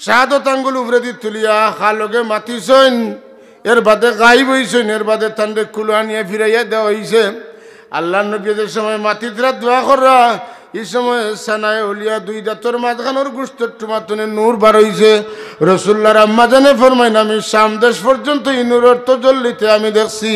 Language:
Sylheti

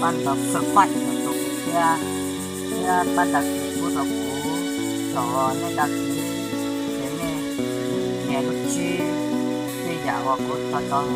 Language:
Hmong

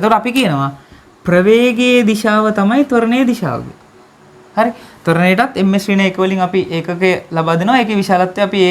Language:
Sinhala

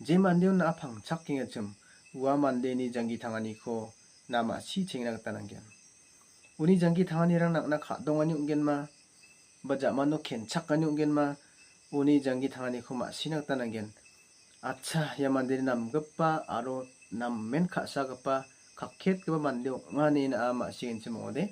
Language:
Garo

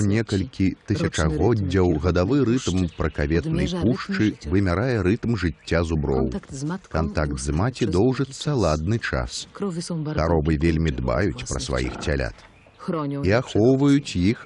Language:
Belarusian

